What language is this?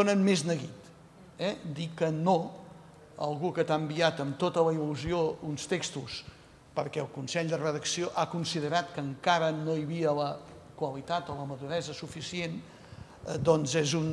Catalan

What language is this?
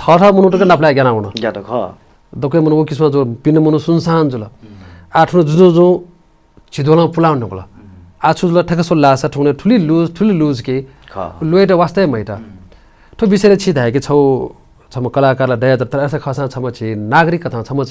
Newari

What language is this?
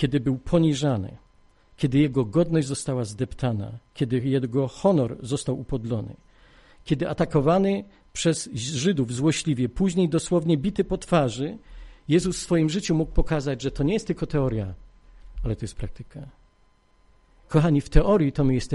Polish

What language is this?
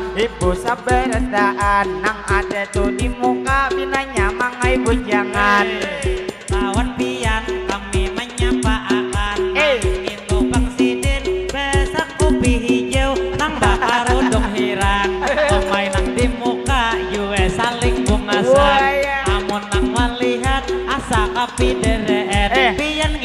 Banjar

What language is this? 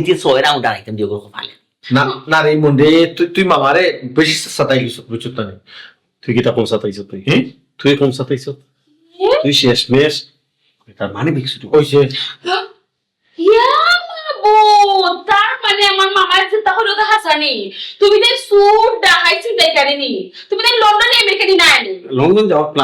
Sylheti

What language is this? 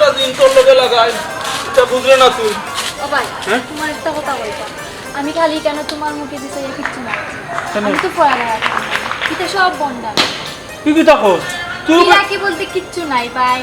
Sylheti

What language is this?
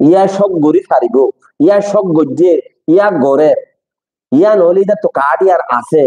Rohingya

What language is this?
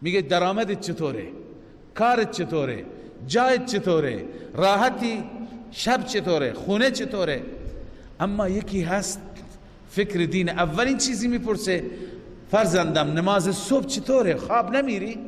Persian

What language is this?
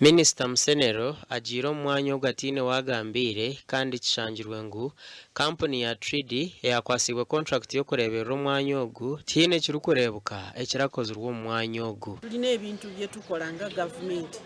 Nyankole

